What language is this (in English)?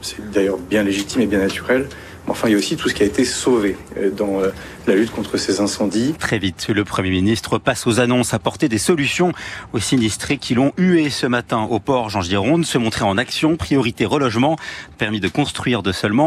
French